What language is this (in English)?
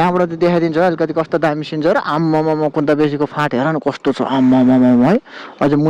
Nepali